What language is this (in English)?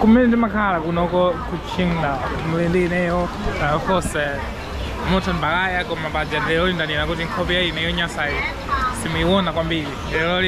Nyanja